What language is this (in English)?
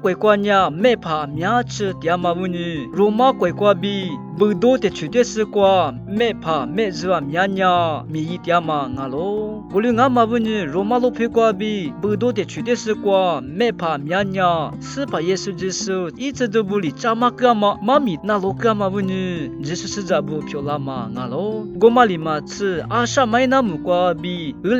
Lisu